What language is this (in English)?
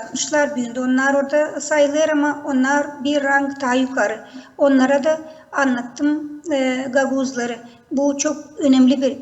Gagauz